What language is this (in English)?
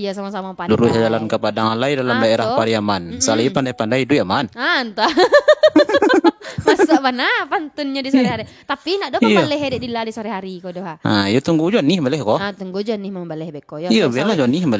Minangkabau